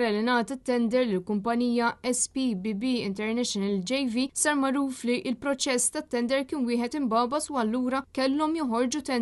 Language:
Maltese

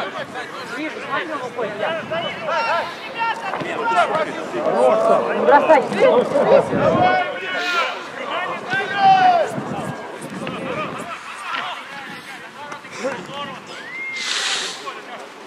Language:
Russian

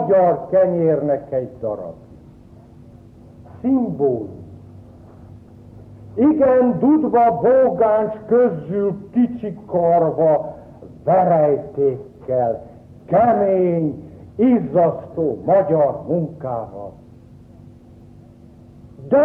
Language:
Hungarian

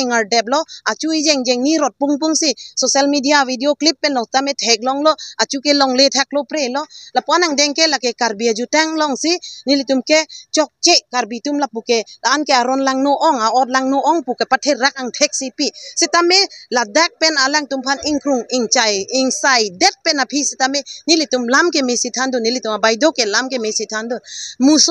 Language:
Karbi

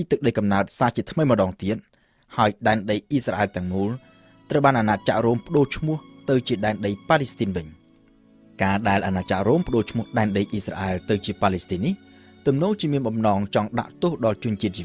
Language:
Khmer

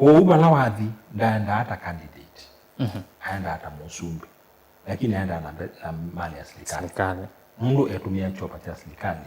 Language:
Kamba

